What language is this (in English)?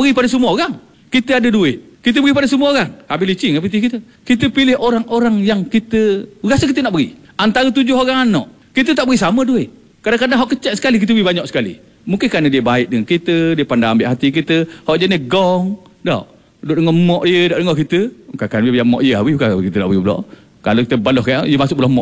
Malay